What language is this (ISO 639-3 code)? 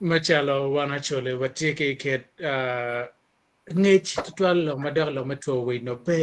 ach